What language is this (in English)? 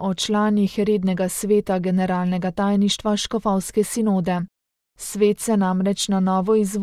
Slovenian